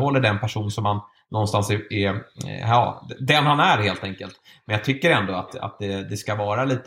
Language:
Swedish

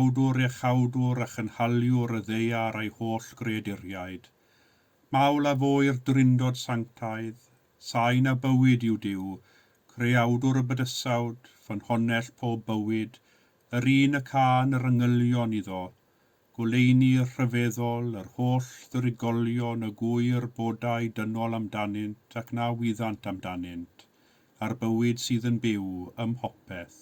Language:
Welsh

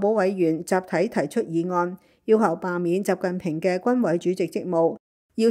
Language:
Cantonese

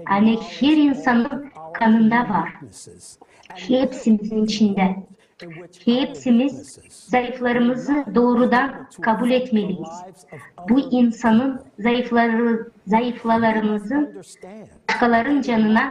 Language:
Gagauz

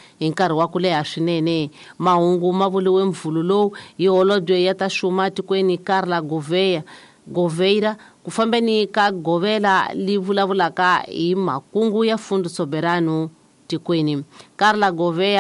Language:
Tsonga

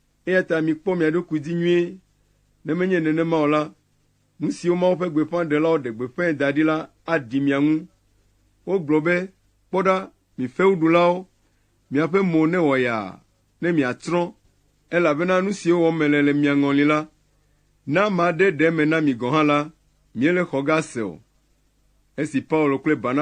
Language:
Ewe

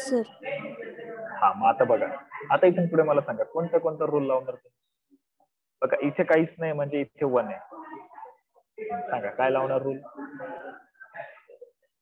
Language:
Marathi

